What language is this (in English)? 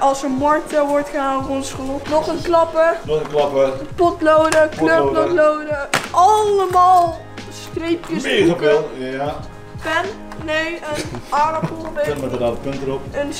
Dutch